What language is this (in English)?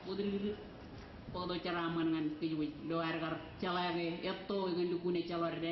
Marshallese